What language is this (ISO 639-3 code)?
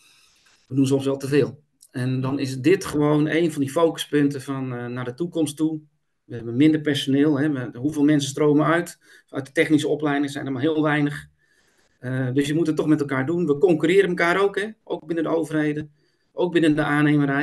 nld